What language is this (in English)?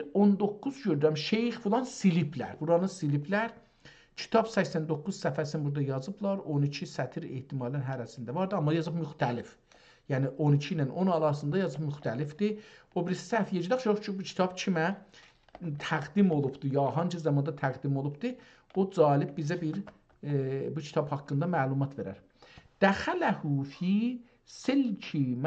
South Azerbaijani